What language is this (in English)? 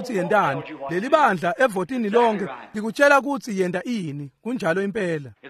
Swati